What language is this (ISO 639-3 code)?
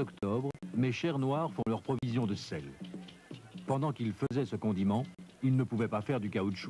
fra